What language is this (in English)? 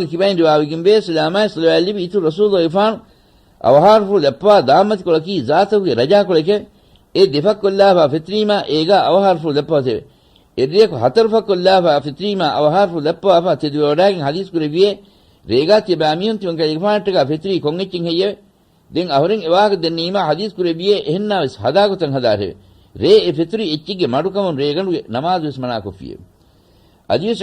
Divehi